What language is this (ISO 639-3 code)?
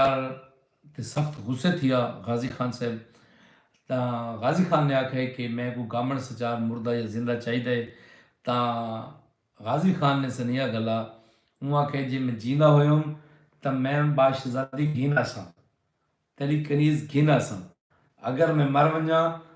skr